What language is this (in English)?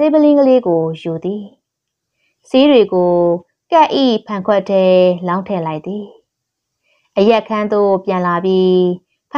Burmese